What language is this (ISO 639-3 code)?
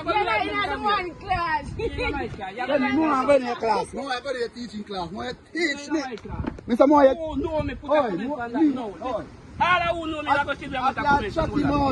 jam